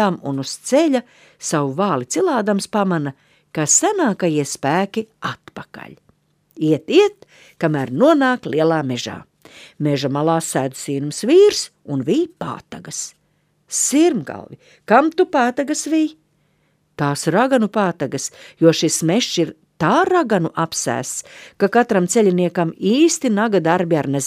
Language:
Latvian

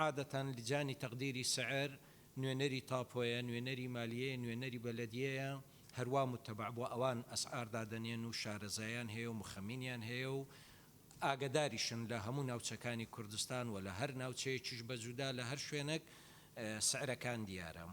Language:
Central Kurdish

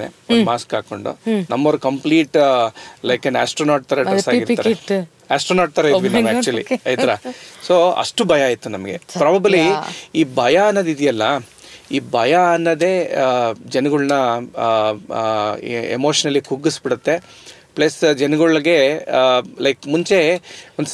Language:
Kannada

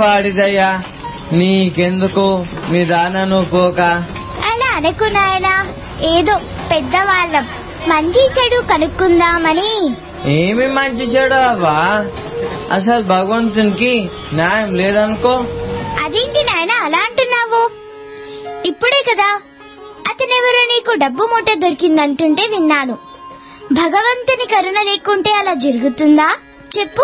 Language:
Telugu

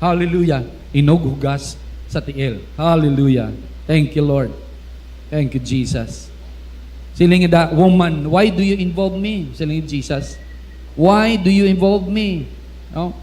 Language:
Hiligaynon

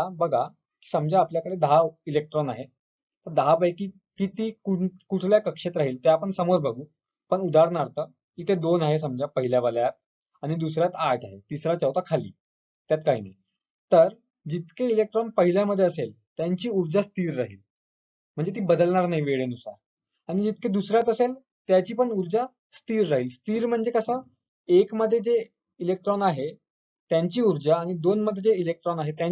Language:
Marathi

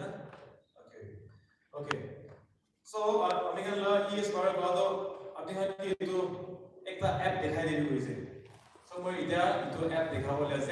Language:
Naga Pidgin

